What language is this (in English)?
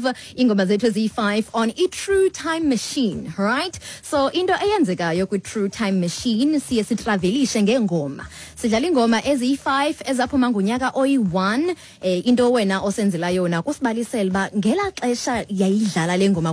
Xhosa